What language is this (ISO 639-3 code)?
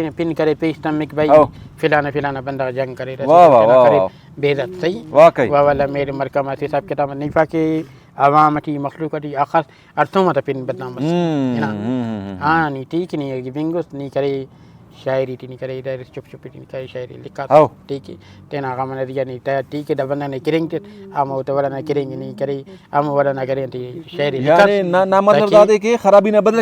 brh